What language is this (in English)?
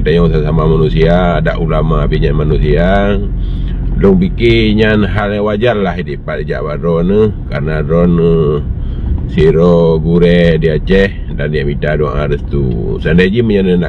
Achinese